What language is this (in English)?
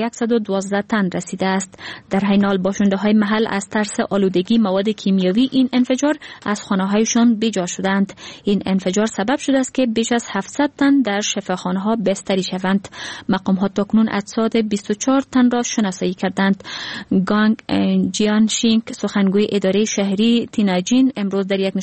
Persian